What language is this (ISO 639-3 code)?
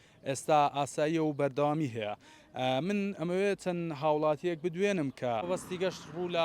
ckb